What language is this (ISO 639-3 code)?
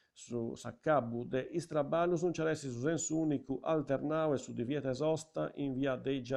srd